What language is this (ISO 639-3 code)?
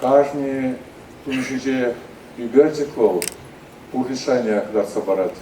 chv